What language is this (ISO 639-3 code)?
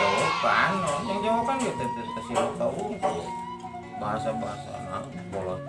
sun